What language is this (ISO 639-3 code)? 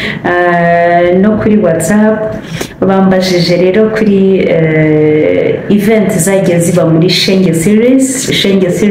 kin